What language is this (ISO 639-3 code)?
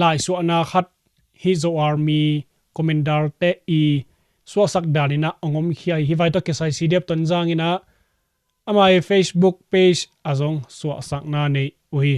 ctd